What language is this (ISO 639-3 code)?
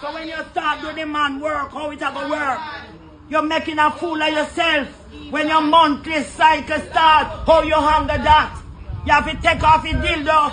jam